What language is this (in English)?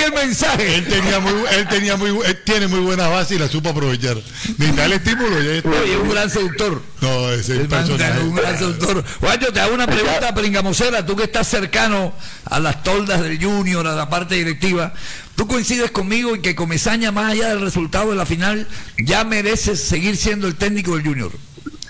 Spanish